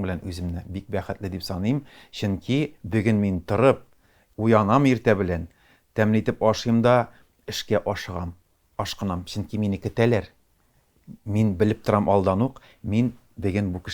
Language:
Tatar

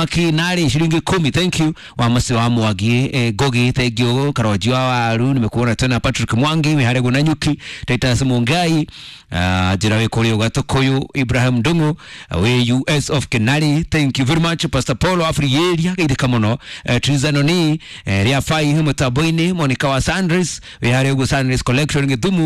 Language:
Kikuyu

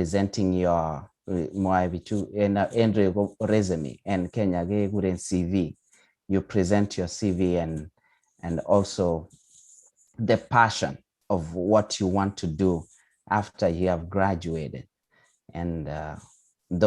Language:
Kalenjin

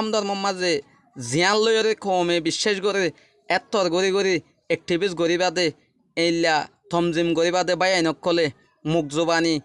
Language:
Rohingya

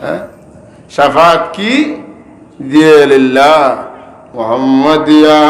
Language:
Sylheti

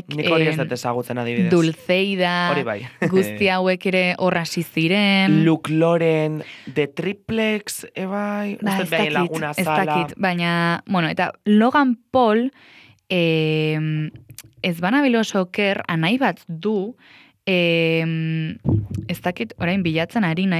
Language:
Basque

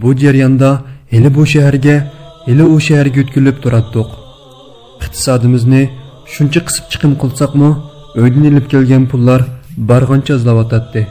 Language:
Uyghur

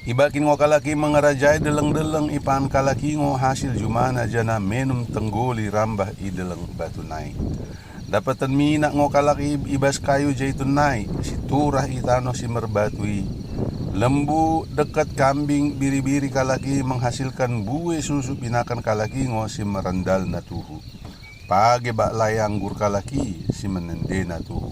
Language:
Batak Dairi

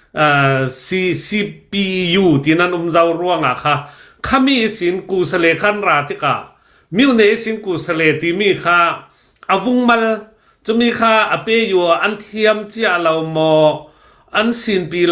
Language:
Hakha Chin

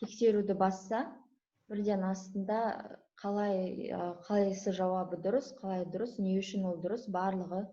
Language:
Kazakh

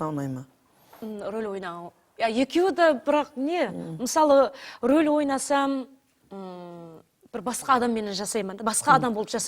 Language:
Kara-Kalpak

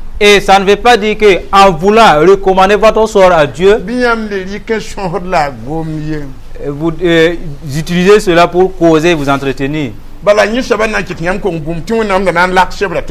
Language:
Mossi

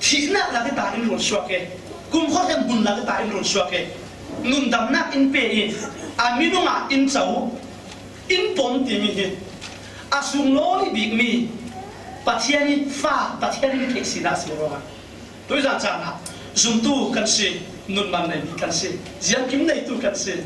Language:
Falam Chin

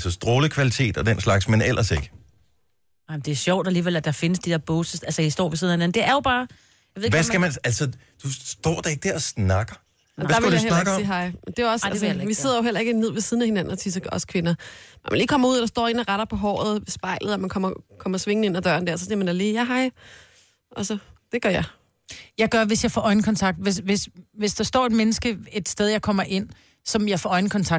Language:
Danish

